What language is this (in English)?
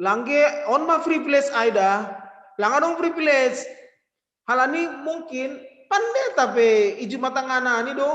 Batak Simalungun